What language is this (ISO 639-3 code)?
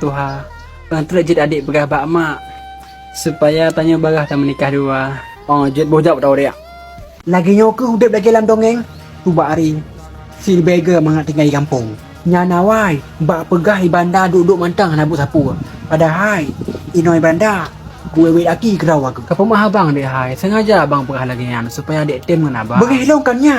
ace